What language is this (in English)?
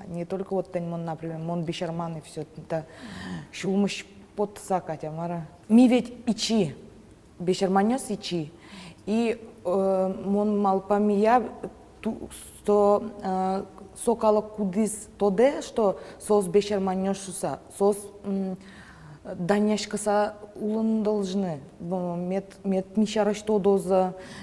Udmurt